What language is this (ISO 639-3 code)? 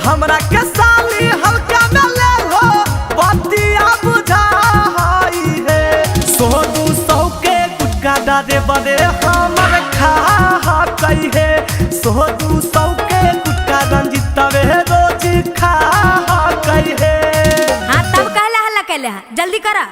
mag